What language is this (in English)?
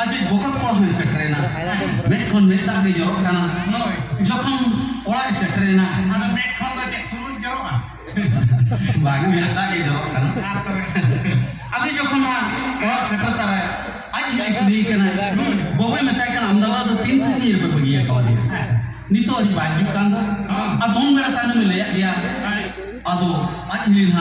Santali